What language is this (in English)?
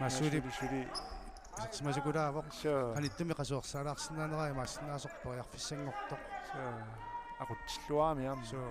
Kalaallisut